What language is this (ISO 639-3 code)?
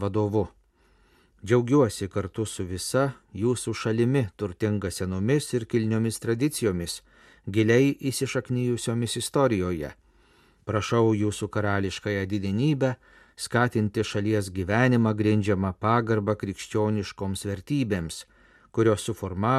lit